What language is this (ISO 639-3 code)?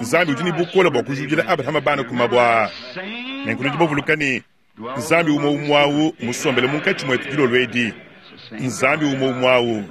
lua